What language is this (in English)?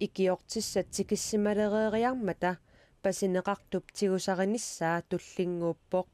Kalaallisut